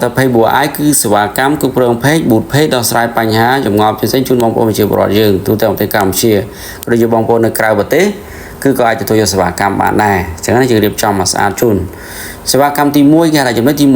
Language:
Khmer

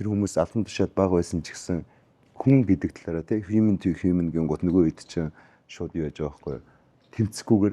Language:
Mongolian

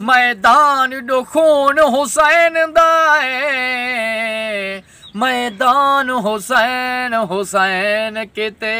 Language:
Saraiki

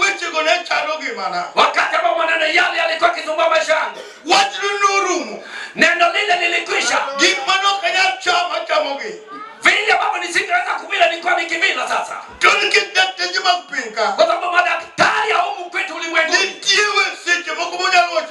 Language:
Luo (Kenya and Tanzania)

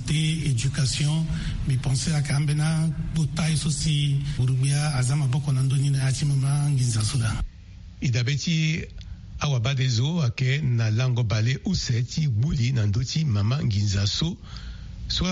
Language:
Sango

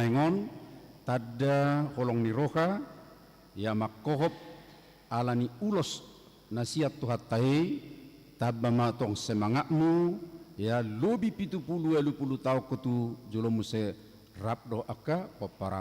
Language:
Batak Toba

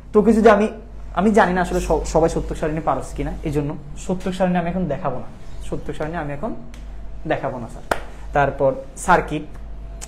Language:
Bangla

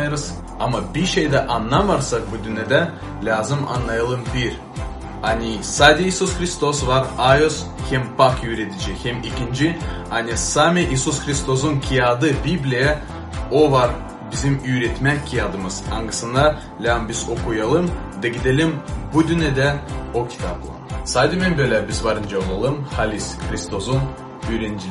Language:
Gagauz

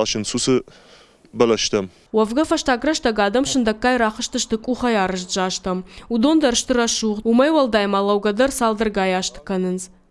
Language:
Ossetic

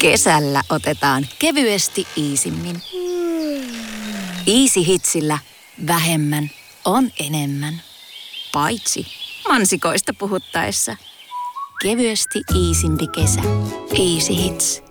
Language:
Finnish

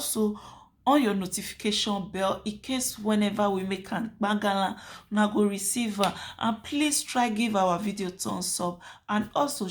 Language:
Nigerian Pidgin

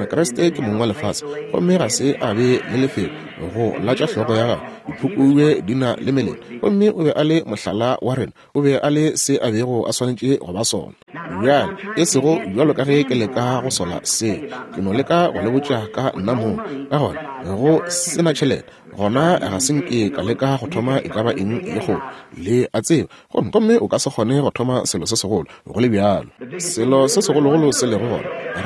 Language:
Northern Sotho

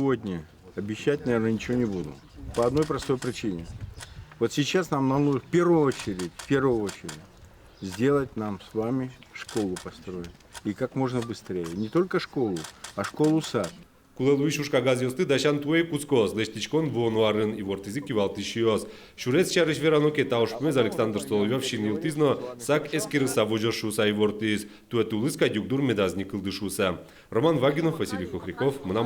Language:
Udmurt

